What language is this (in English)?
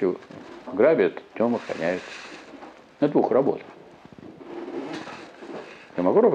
Russian